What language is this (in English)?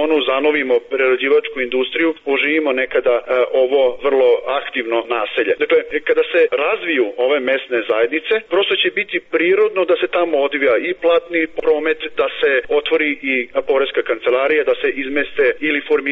Serbian